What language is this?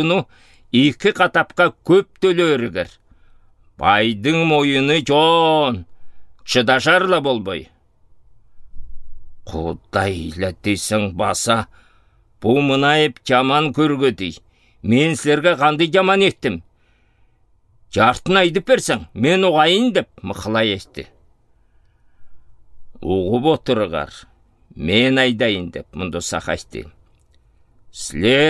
Southern Altai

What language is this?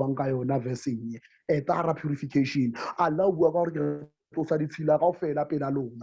Southern Sotho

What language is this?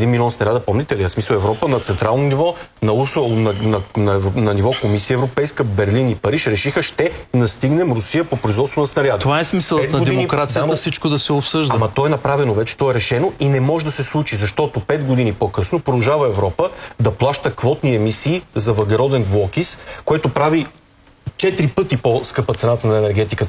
Bulgarian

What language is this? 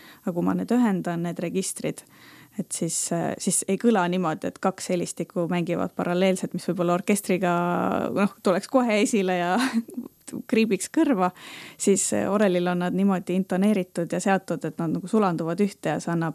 Estonian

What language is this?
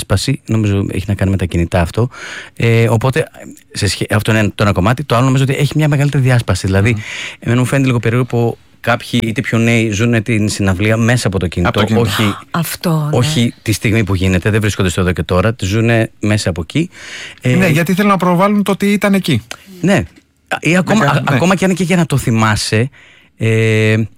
Greek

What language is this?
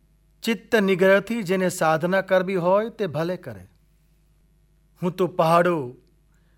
Gujarati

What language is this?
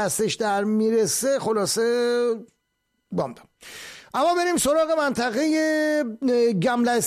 Persian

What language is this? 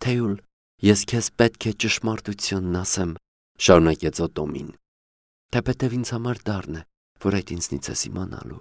Armenian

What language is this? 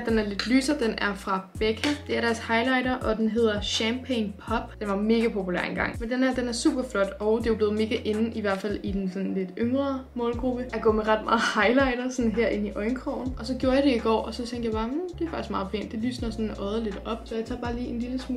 Danish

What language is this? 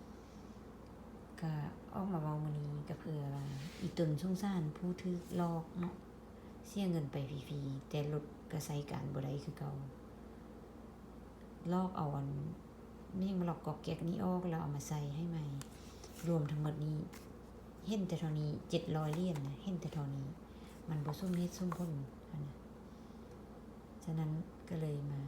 Lao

